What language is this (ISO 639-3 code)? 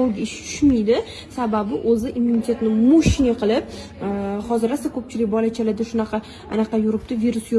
uzb